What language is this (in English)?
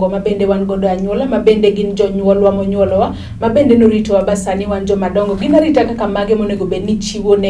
Luo (Kenya and Tanzania)